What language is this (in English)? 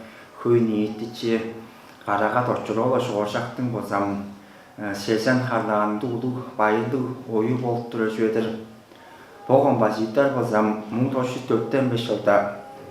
Tuvinian